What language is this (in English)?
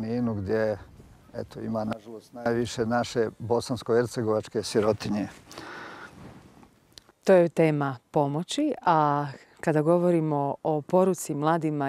Croatian